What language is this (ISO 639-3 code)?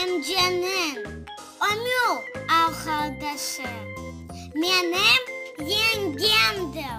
crh